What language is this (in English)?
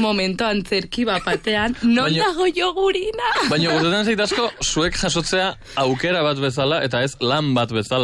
Basque